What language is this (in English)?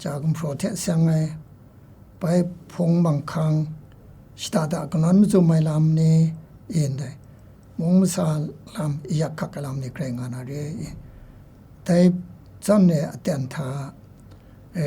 Kachin